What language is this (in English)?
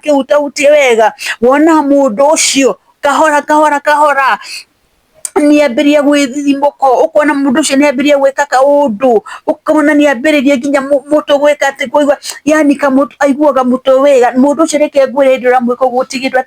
Kikuyu